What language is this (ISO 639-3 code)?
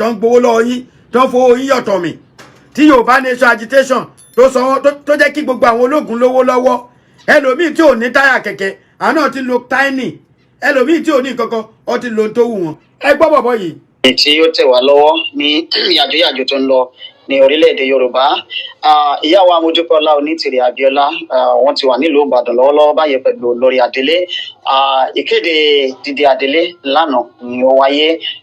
yor